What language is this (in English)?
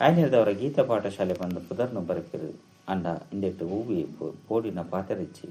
Tulu